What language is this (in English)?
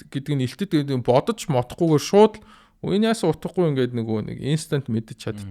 Mongolian